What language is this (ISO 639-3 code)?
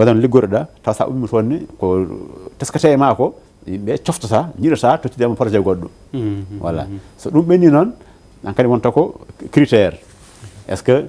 ful